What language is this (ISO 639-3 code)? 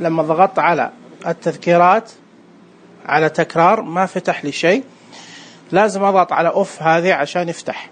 ars